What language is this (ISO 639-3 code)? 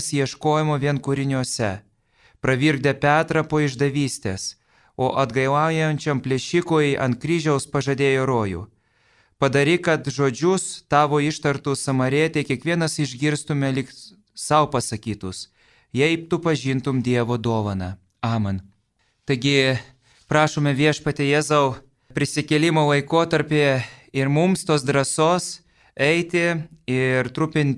lit